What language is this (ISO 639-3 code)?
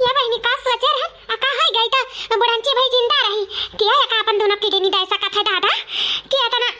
awa